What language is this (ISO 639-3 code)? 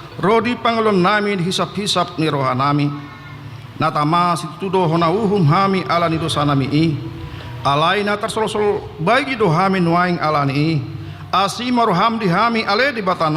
bbc